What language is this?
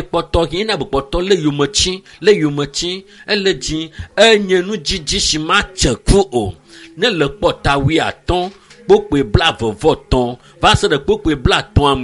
Ewe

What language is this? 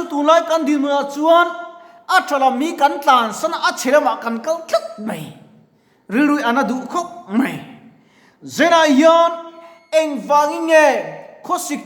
Mizo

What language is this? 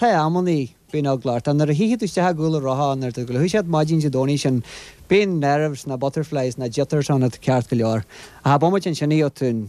Irish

